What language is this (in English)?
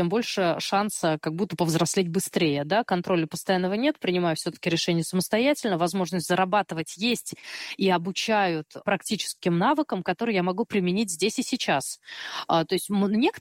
Russian